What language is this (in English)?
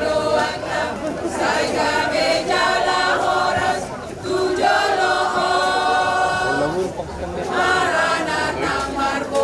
Batak Toba